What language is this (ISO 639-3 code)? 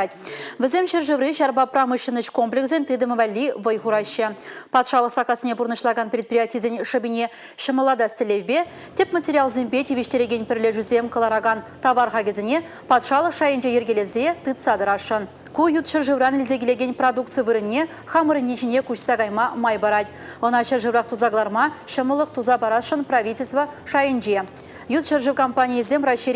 chv